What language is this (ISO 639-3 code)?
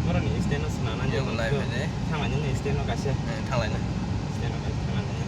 trp